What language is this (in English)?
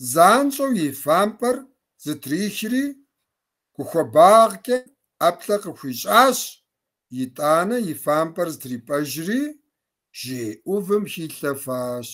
Kabardian